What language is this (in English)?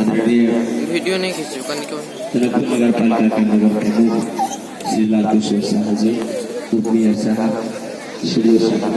Maithili